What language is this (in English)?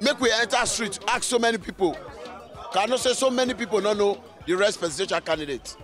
Nigerian Pidgin